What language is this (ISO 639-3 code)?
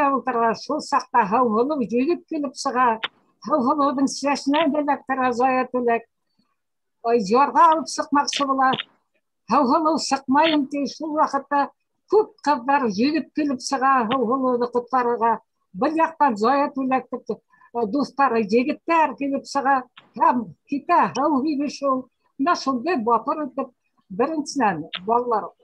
bak